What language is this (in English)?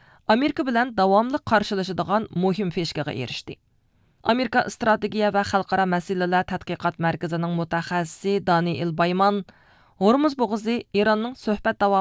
Uyghur